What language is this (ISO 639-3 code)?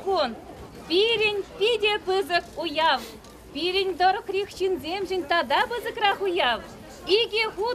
chv